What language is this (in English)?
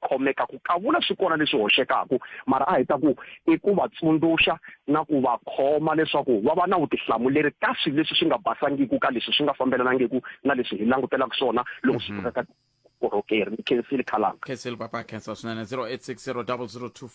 Tsonga